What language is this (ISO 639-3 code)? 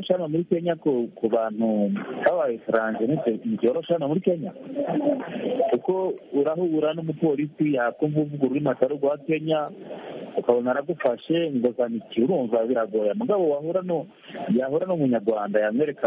kin